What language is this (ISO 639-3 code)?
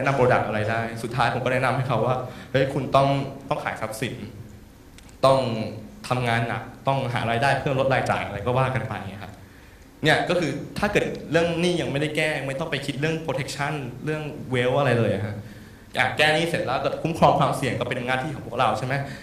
tha